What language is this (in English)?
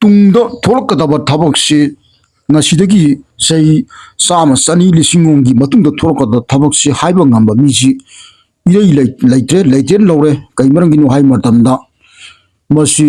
Manipuri